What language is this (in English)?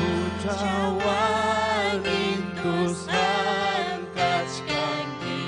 Ayacucho Quechua